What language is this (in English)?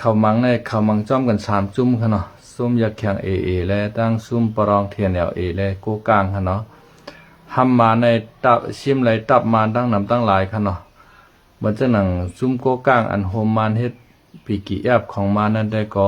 Shan